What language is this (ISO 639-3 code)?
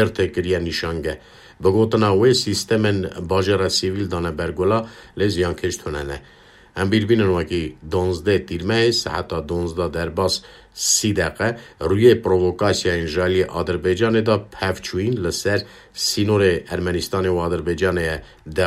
kur